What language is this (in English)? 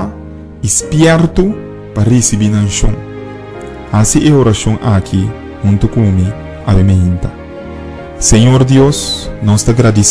Papiamento